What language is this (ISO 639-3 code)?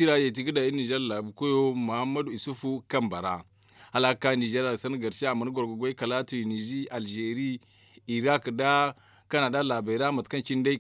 dje